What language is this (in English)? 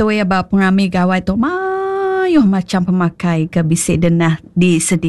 Iban